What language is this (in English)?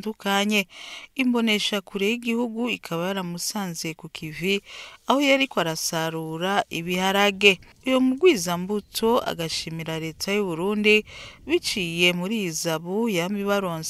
Rundi